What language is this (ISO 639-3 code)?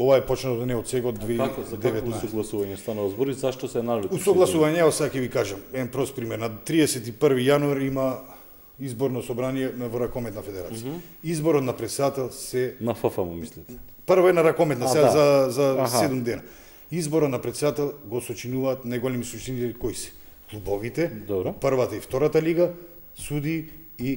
mkd